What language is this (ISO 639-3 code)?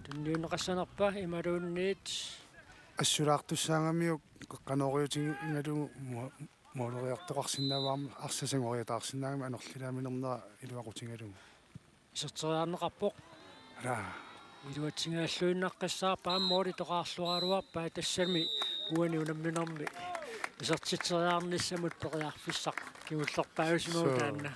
kal